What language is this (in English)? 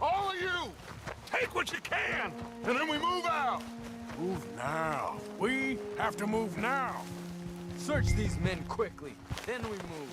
Kara-Kalpak